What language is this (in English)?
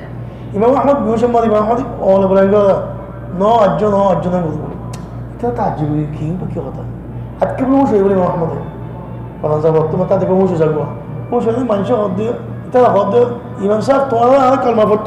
Rohingya